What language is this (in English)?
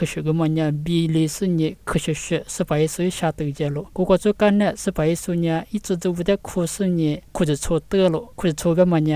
Lisu